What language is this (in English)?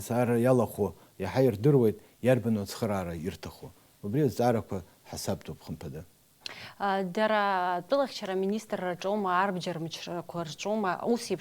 Abkhazian